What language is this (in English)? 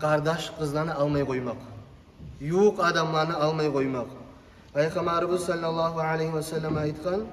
Kumyk